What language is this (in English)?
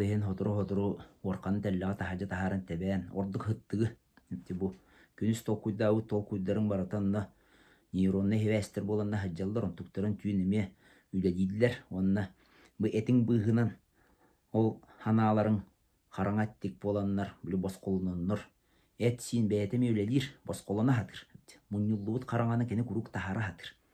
Yakut